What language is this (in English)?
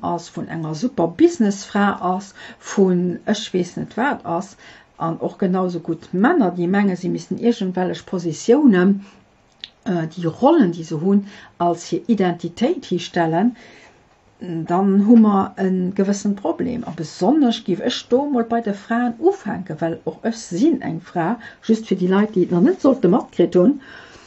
Luxembourgish